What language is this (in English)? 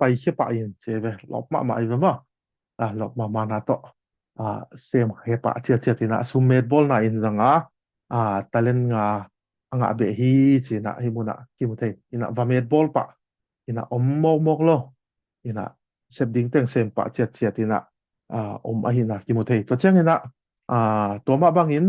Tedim Chin